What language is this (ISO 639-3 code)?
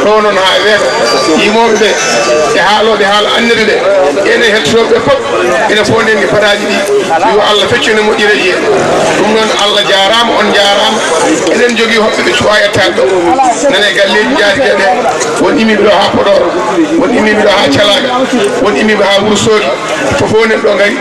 ful